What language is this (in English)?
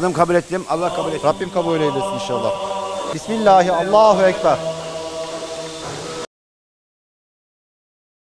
Turkish